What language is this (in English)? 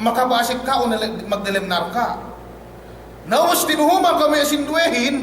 Yakan